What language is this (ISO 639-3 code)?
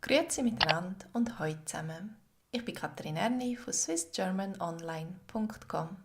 gsw